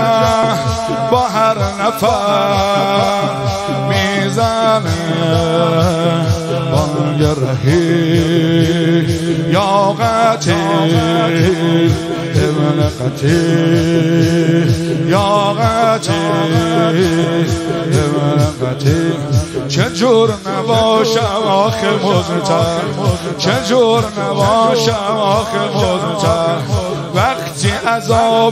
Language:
Persian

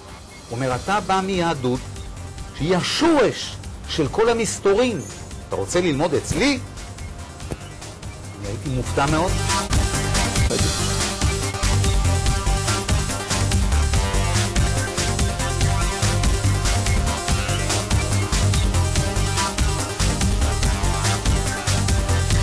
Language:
Hebrew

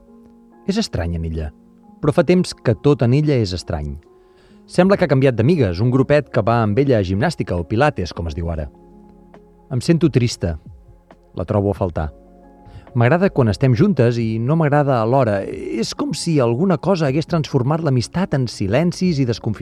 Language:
Catalan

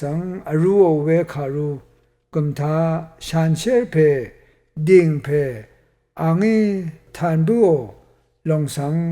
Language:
Rawang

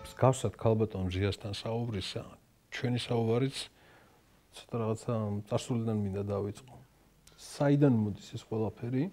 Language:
Georgian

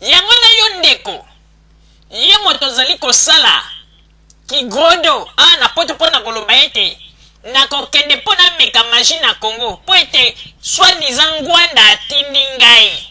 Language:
Lingala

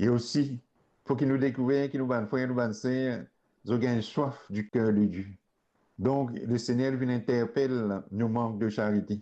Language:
Morisyen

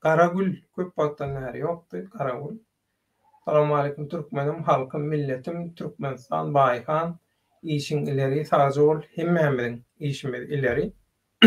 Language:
Turkmen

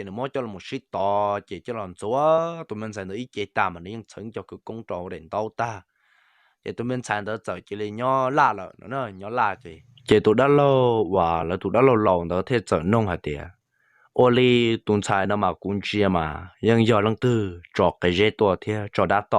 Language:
Hmong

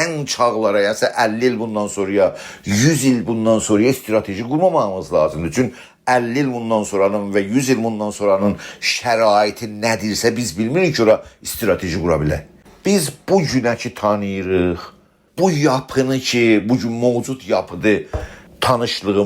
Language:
South Azerbaijani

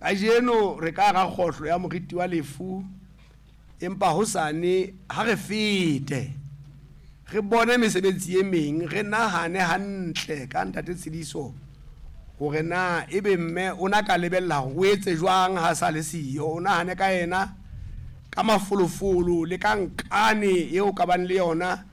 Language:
Southern Sotho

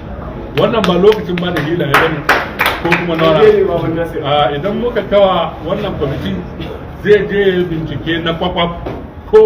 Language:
Hausa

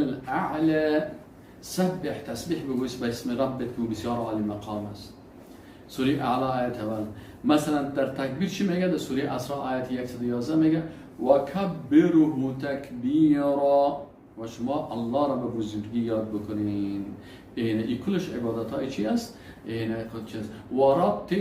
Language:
Persian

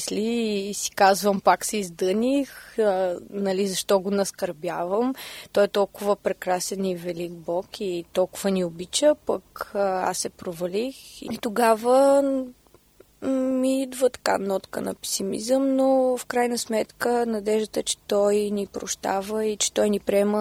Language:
Bulgarian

